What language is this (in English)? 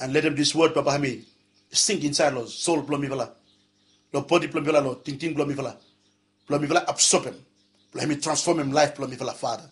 Bislama